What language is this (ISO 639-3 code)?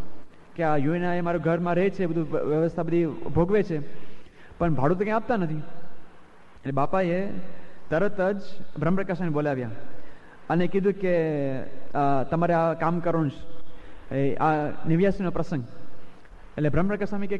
guj